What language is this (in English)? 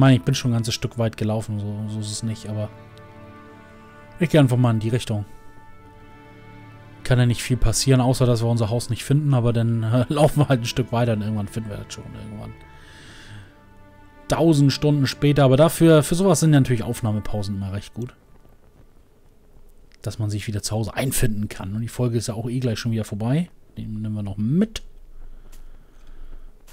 German